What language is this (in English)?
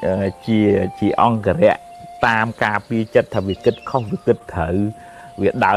Khmer